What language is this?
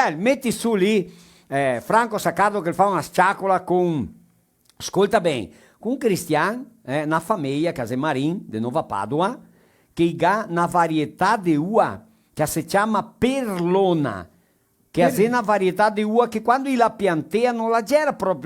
Venetian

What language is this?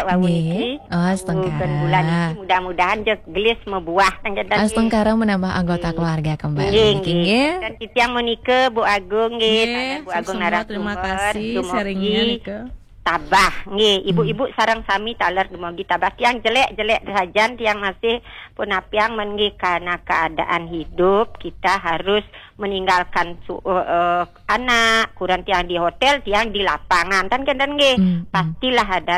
Balinese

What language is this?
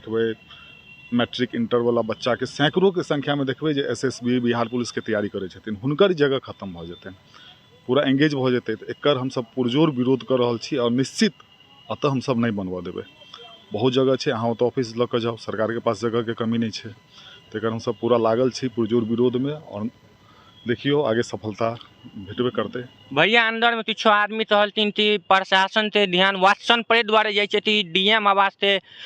Maithili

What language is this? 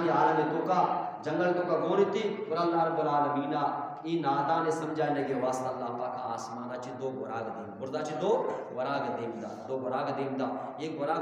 Eastern Balochi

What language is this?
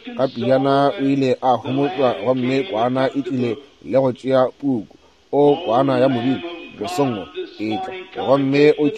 Northern Sotho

